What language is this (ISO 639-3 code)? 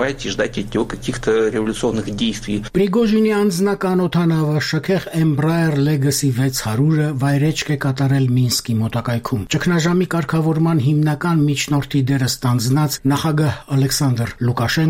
hye